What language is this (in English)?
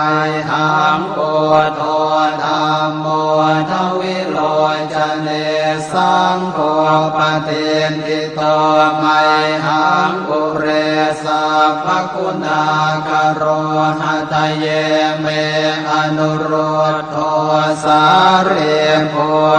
Pali